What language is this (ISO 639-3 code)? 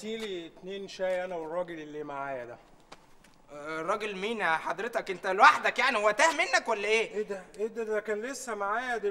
arz